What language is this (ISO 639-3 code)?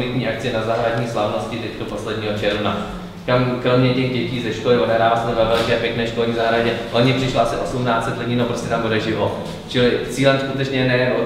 ces